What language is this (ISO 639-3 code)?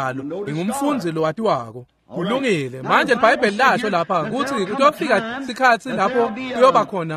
ssw